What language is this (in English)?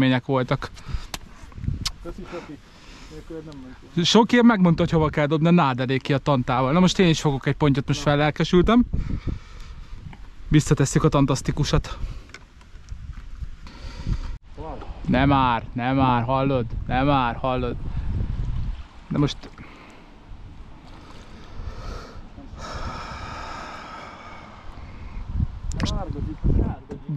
Hungarian